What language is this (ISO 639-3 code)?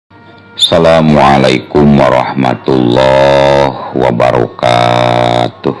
sun